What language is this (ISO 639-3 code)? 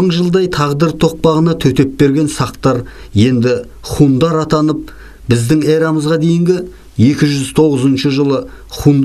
kaz